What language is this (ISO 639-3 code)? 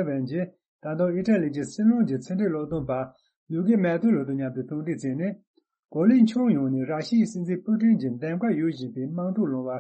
bod